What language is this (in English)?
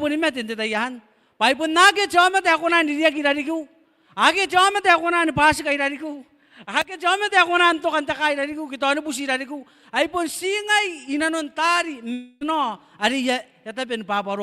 Gilbertese